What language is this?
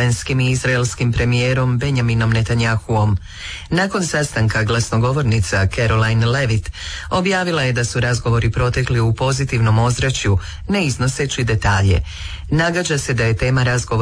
Croatian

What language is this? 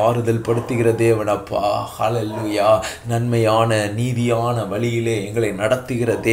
Tamil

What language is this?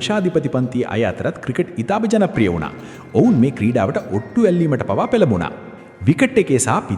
Sinhala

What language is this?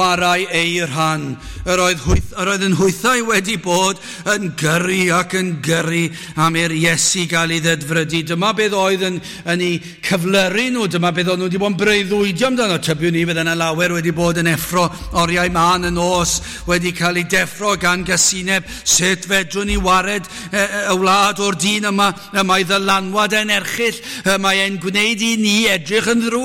Welsh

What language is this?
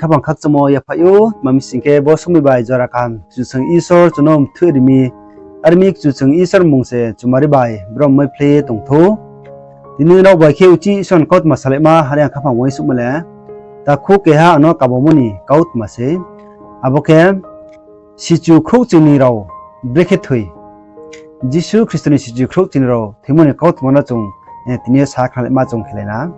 Riang (India)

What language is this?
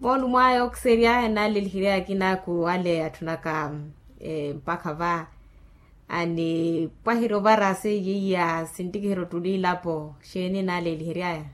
Makhuwa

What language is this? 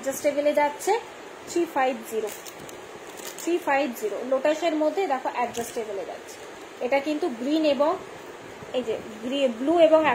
Bangla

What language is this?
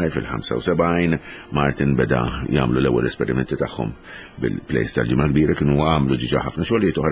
Maltese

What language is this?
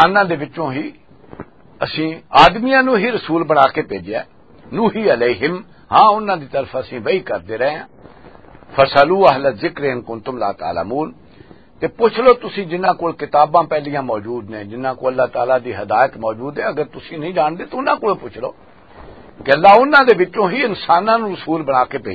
Western Panjabi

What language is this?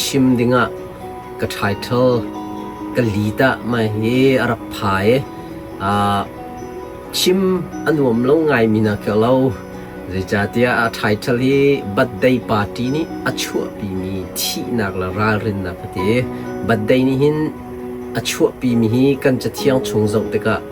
Hakha Chin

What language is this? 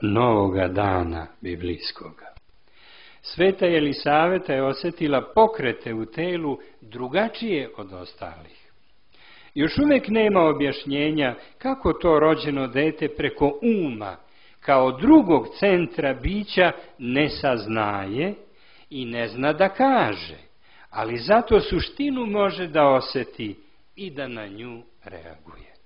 Serbian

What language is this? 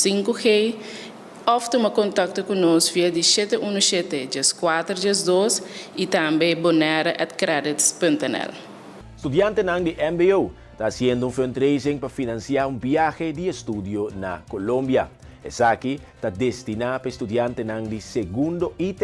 Papiamento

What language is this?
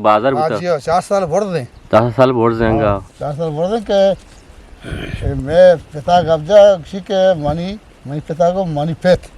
Eastern Balochi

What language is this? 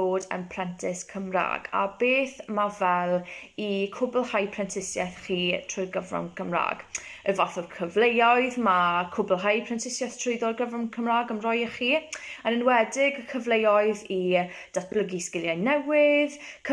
Welsh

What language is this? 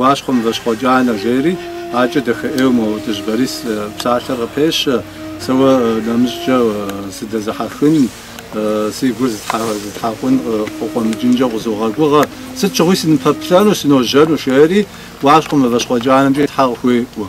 Kabardian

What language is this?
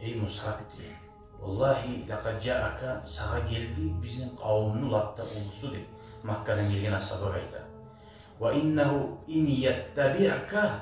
Kumyk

